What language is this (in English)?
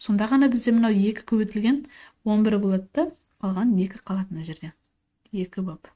Kazakh